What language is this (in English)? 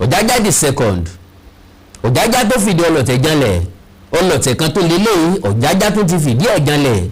Yoruba